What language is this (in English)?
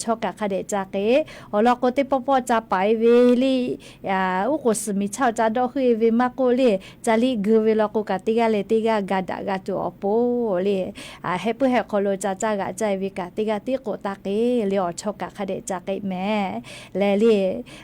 Lahu